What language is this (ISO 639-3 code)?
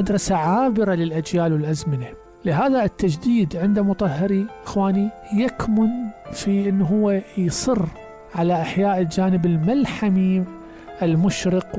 acm